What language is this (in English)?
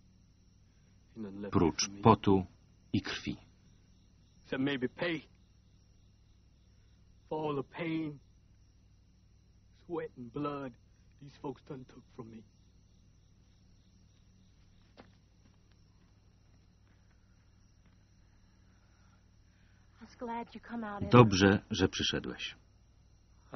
Polish